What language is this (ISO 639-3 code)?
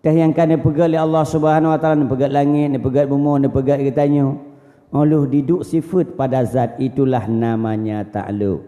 ace